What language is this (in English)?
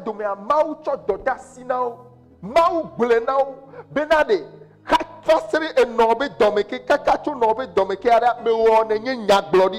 Ewe